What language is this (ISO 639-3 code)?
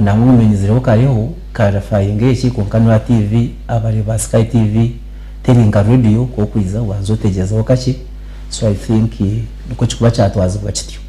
nyn